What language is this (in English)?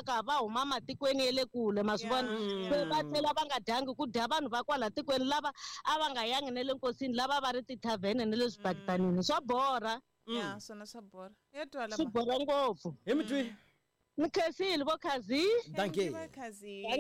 Tsonga